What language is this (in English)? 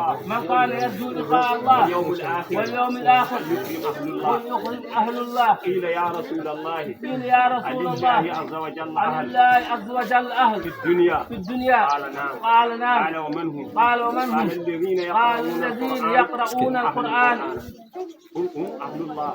Fula